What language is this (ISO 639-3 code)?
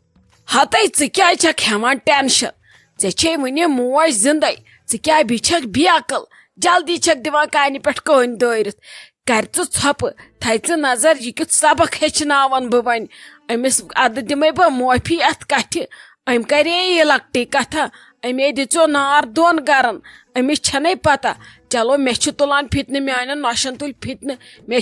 kas